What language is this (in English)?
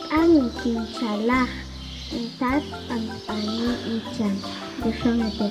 Tektiteko